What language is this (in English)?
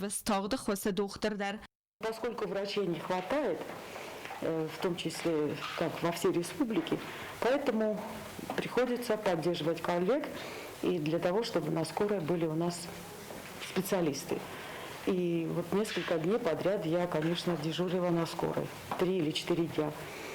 Ossetic